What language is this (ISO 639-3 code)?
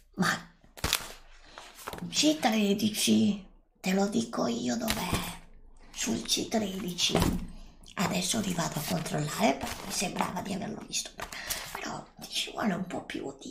ita